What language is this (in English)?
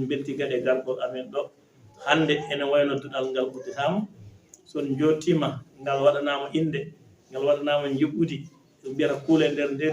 Fula